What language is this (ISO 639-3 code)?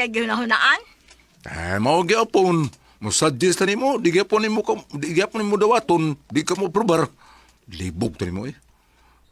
ceb